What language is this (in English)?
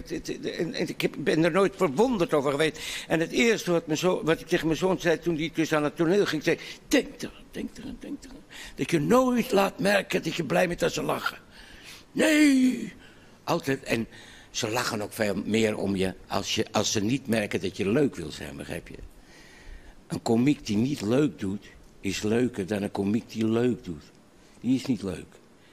Dutch